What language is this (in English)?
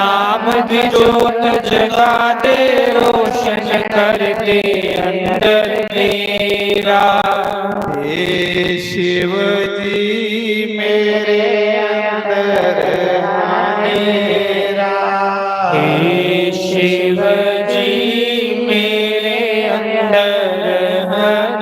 Dogri